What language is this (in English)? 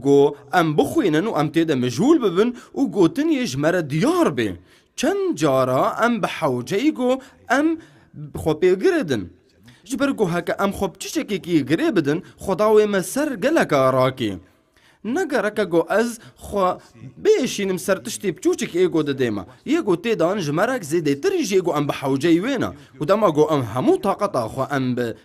Kurdish